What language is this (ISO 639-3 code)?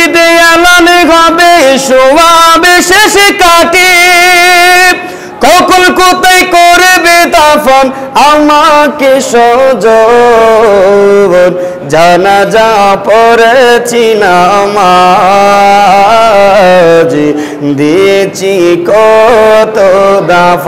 ben